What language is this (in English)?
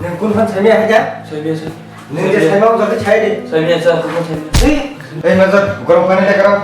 Kok Borok